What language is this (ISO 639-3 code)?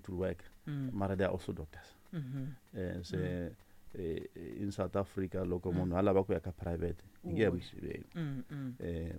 tso